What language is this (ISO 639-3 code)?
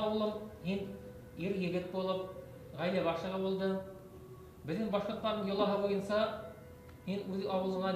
bak